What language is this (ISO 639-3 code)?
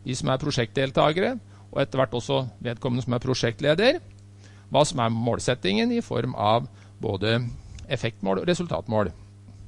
nor